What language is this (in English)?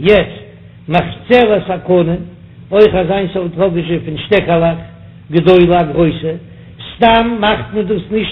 Yiddish